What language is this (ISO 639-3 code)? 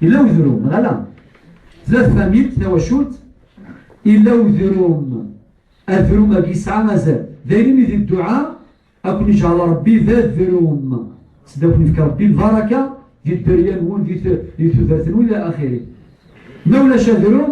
kab